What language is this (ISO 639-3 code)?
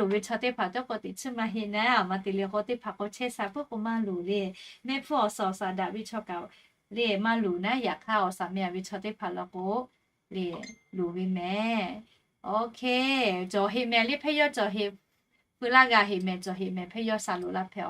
lhu